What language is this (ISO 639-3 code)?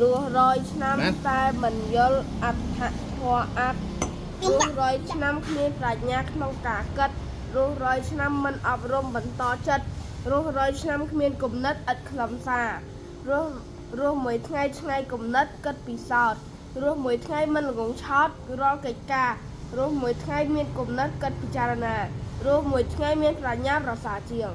khm